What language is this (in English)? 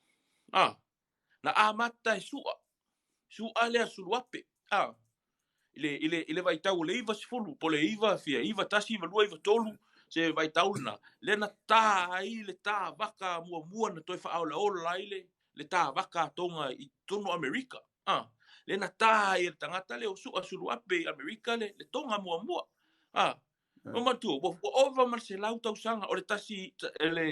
Samoan